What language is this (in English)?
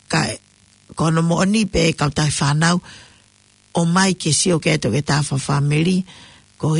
Tongan